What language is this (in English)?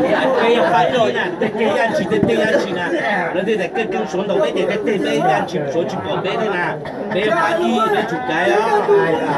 Hmong